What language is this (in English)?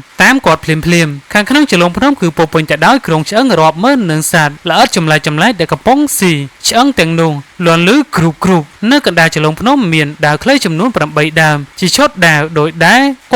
Khmer